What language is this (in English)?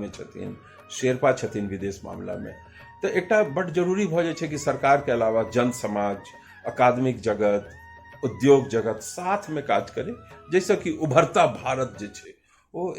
Maithili